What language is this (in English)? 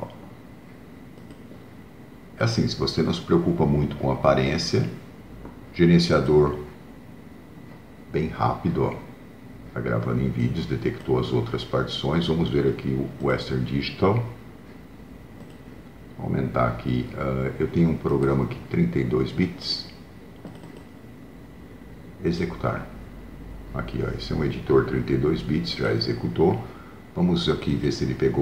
Portuguese